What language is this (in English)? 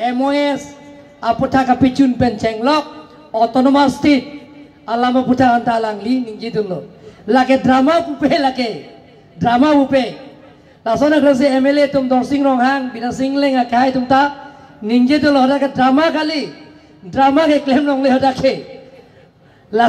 Karbi